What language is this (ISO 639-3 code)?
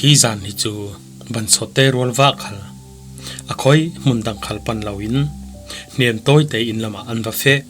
cfm